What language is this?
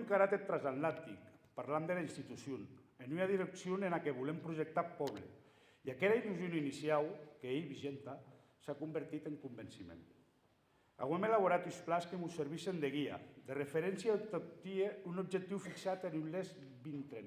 Occitan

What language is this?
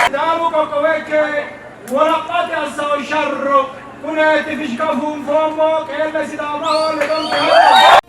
Sidamo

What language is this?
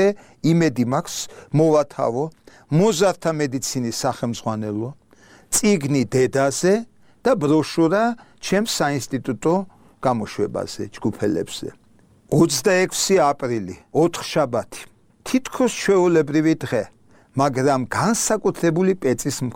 Georgian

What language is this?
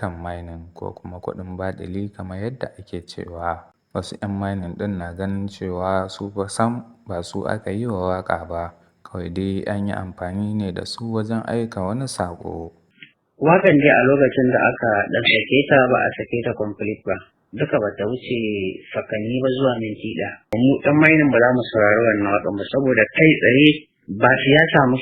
Hausa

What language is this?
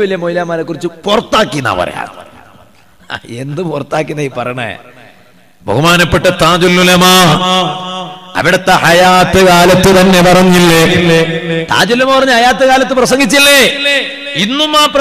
Malayalam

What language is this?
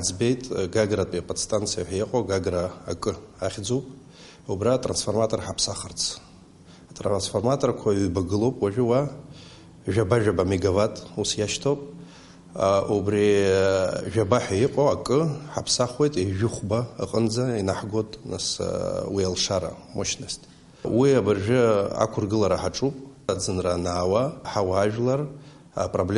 Abkhazian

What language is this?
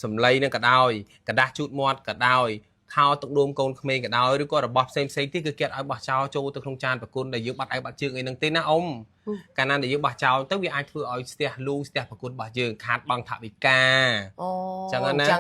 Khmer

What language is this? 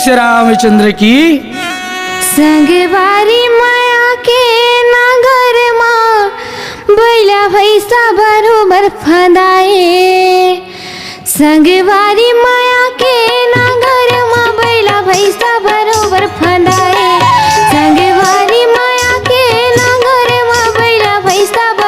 Chhattisgarhi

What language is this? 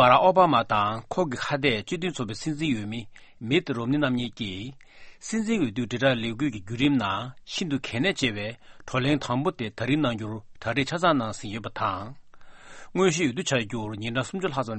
Tibetan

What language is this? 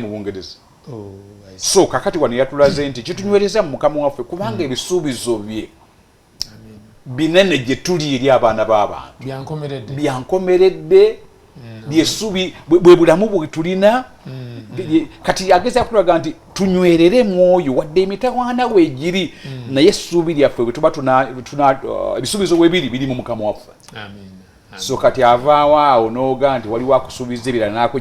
Ganda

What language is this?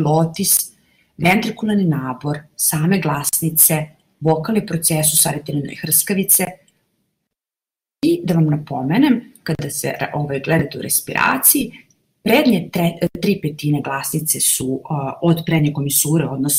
Serbian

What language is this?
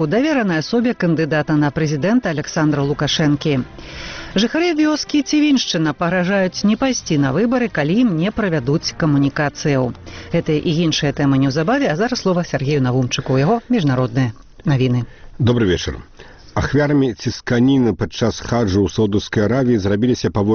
Belarusian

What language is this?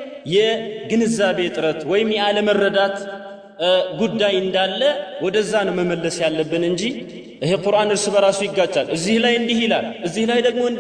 Amharic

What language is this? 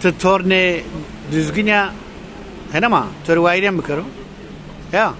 Zaza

